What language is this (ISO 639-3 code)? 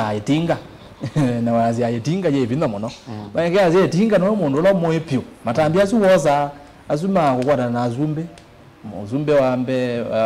kam